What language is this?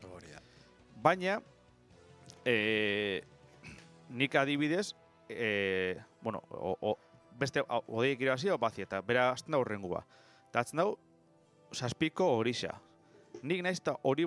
Basque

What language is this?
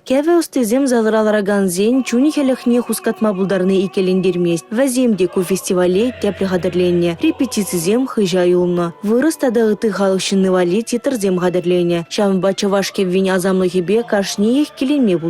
Chuvash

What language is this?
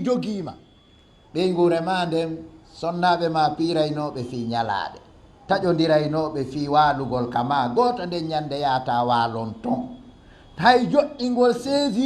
Fula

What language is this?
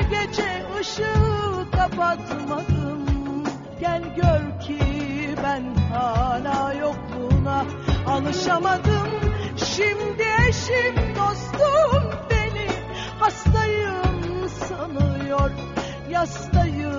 Turkish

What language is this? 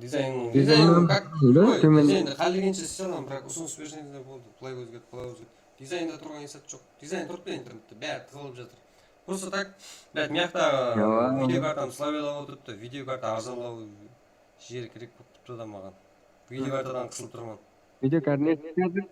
Kara-Kalpak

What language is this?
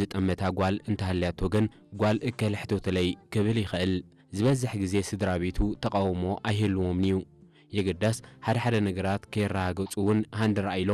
Tigrinya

